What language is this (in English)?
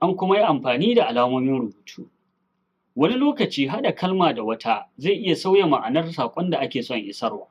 Hausa